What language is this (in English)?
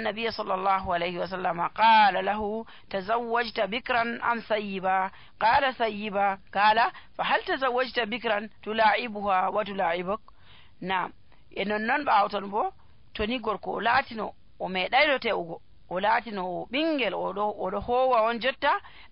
Nigerian Fulfulde